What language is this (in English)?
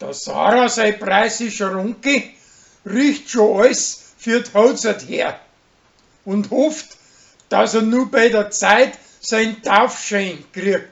Bavarian